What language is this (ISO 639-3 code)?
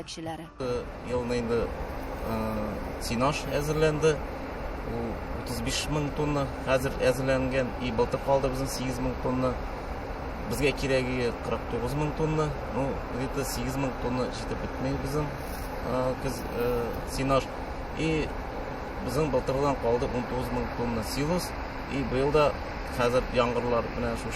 tat